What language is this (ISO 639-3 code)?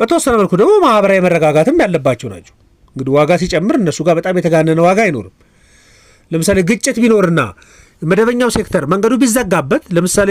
amh